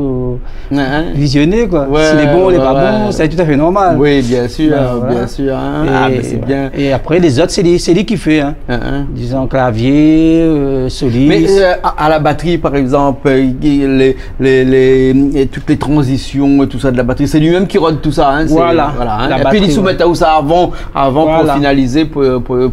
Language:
Réunion Creole French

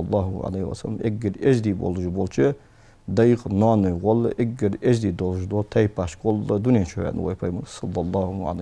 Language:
Ingush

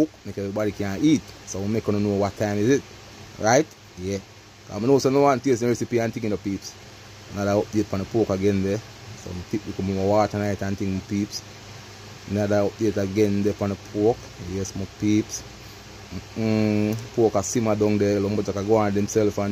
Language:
Jamaican Creole English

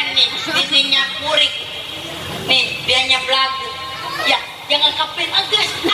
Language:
Betawi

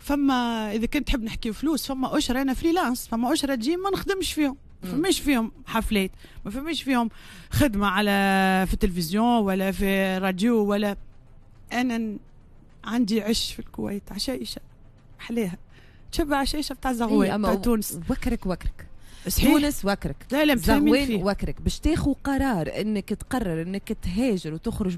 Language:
Tunisian Arabic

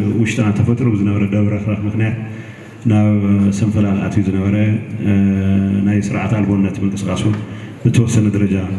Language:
Tigrinya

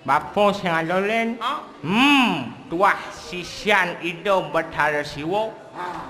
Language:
Balinese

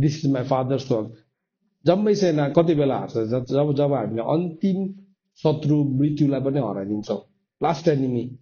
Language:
Nepali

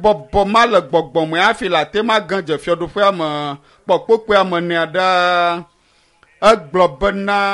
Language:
Ewe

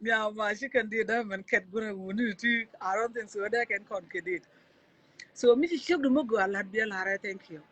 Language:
Nuer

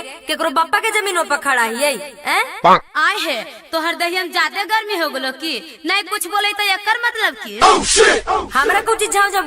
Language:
Magahi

